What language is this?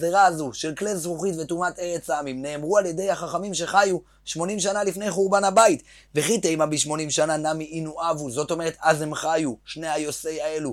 Hebrew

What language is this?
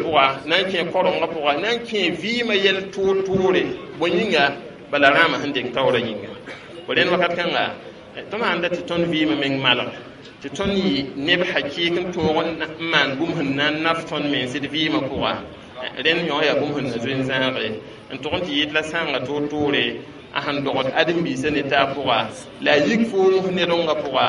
Mossi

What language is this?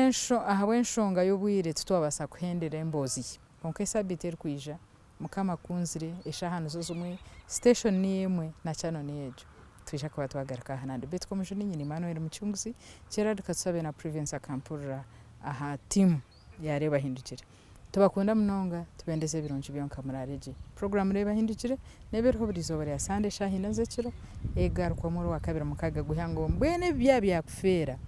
Nyankole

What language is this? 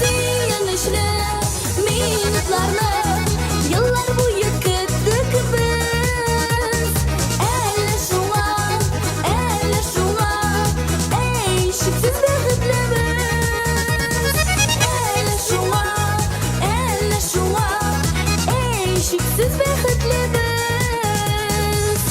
Tatar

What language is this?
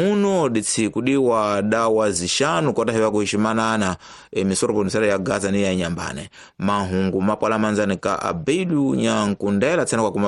Tsonga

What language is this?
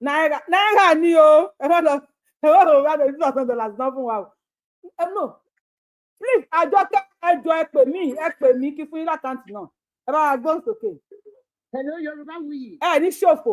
Yoruba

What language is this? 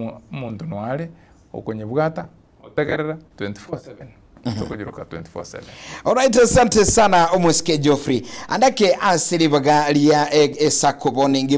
Gusii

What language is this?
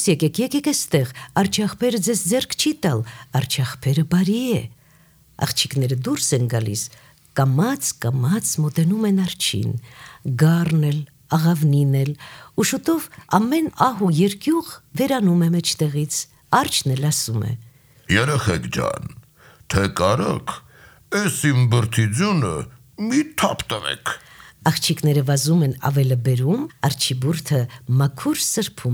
Armenian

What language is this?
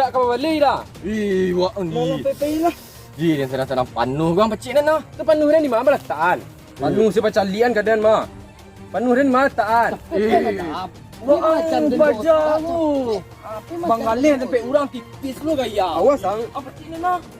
Minangkabau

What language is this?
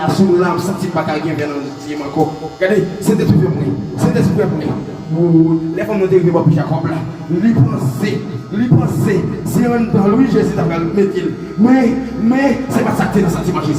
Haitian Creole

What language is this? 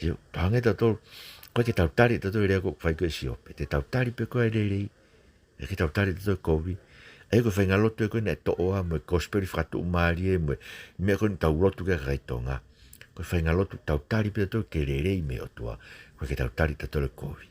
Tongan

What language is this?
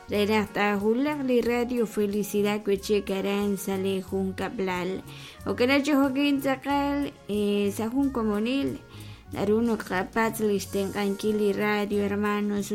Kekchí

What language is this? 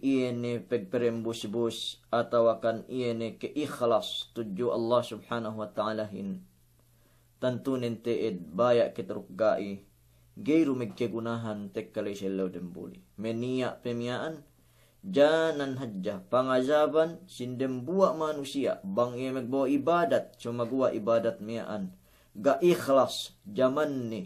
Yakan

